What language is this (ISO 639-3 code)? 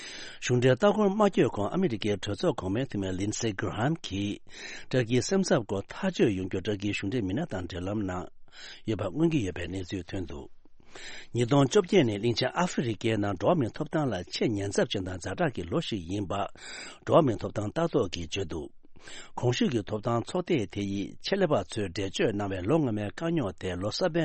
bod